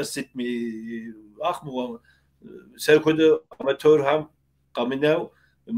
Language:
Kabardian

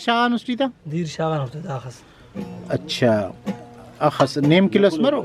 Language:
Brahui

